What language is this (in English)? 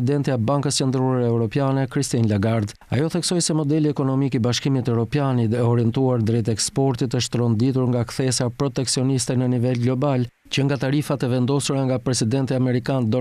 Albanian